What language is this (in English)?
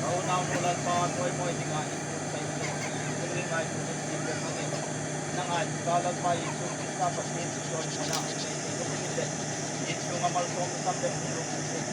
Hmar